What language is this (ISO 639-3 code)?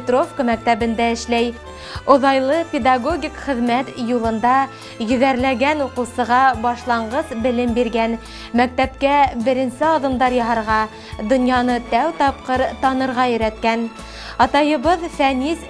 bak